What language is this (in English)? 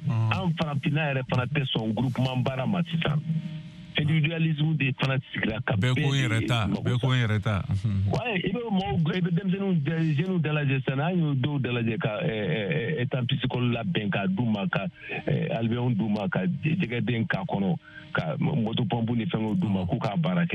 Bambara